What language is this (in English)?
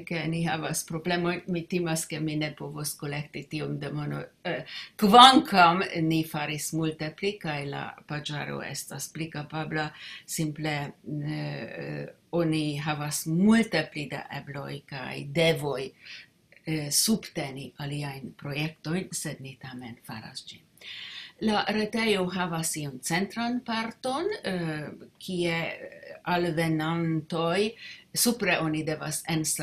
Esperanto